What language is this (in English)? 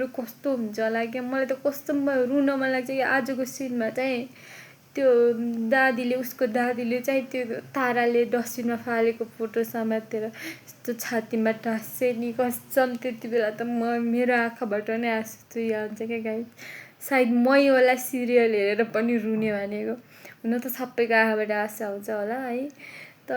Nepali